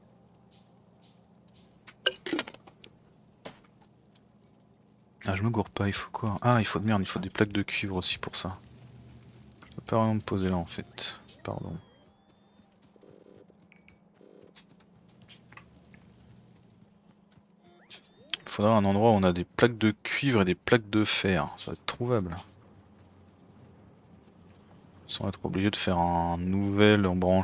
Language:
French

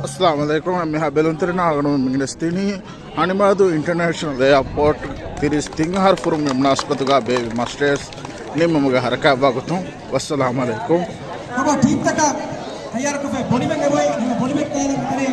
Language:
Divehi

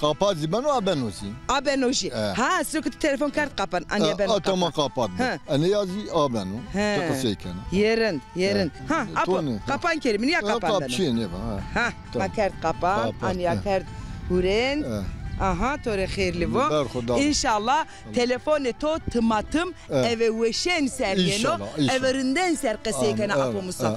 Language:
Zaza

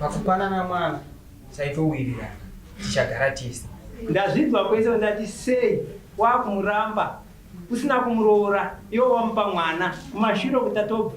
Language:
Shona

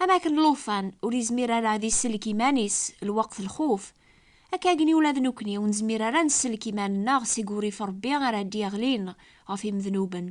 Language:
Kabyle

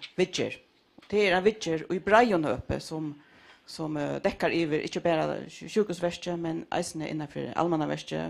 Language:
Faroese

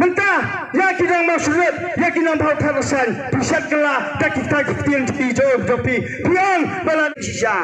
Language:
Khasi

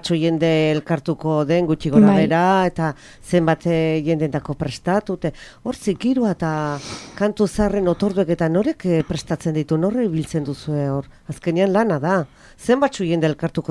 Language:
Basque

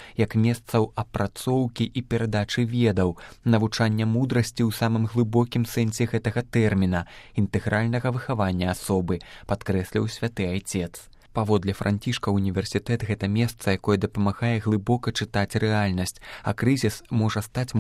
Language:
Belarusian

